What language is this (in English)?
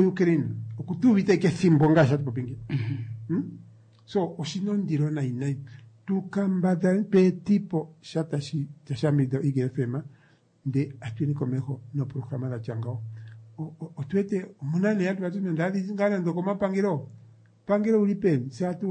Kuanyama